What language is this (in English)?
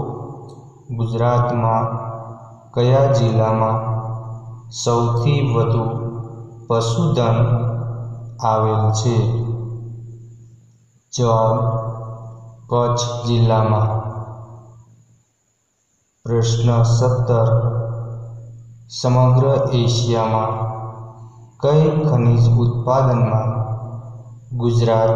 Gujarati